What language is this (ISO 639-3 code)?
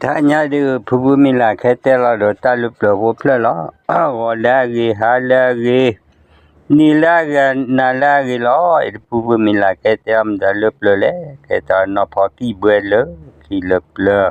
ksw